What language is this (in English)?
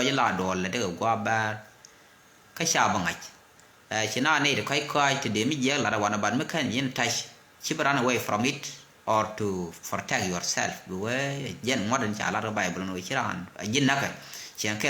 Nuer